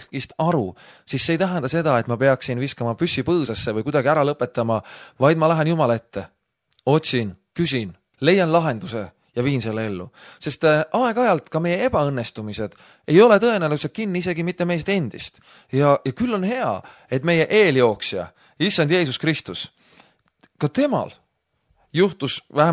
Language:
Estonian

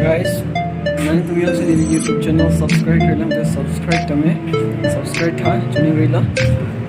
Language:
Karbi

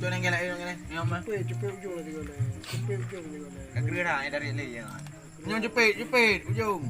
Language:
Achinese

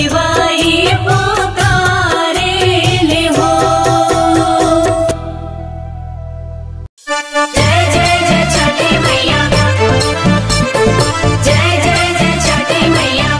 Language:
Bhojpuri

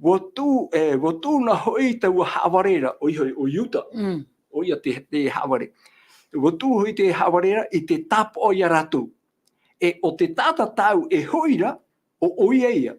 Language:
Tahitian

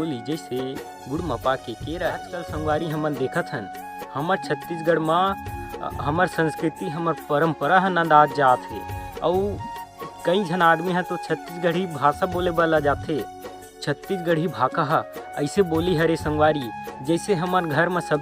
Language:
Chhattisgarhi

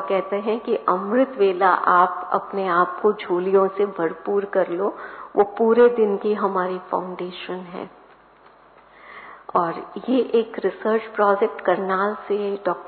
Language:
Hindi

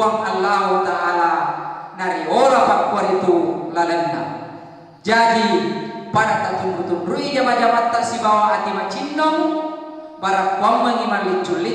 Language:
Buginese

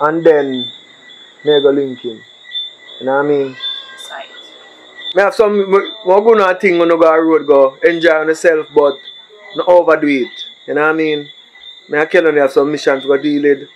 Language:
Jamaican Creole English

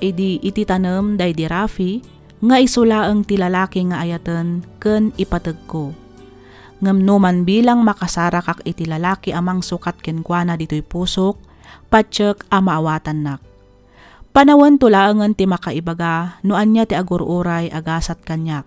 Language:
Iloko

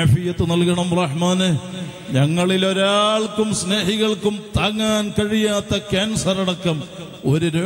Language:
Malayalam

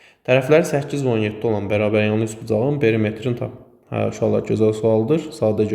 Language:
Azerbaijani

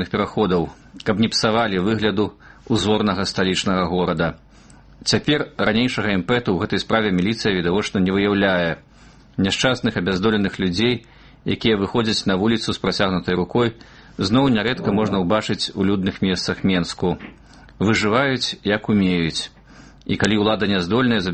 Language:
Belarusian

